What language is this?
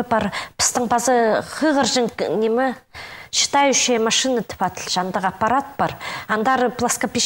Khakas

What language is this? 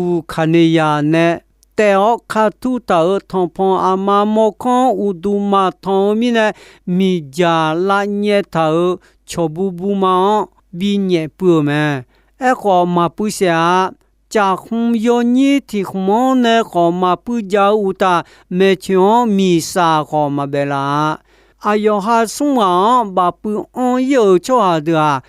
Akha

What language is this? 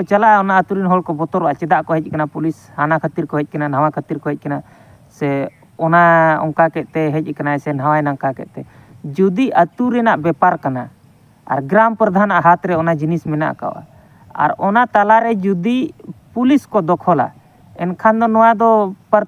Santali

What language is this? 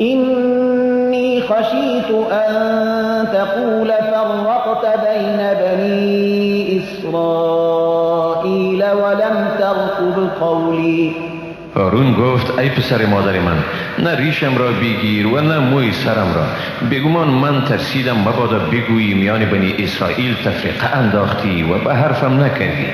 Persian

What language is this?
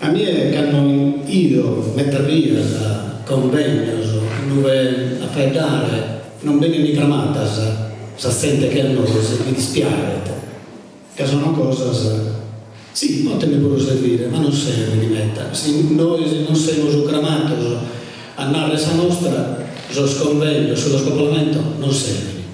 Sardinian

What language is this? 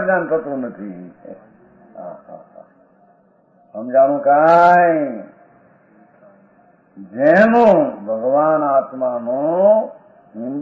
Gujarati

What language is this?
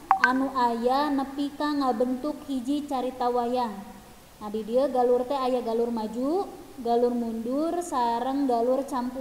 Sundanese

